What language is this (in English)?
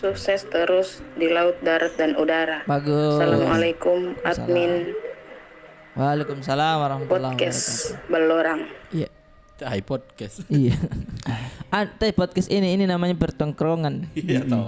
Makassar Malay